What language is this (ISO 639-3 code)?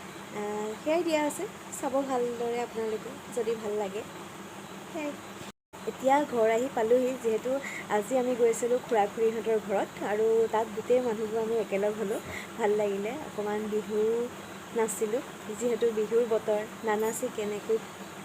asm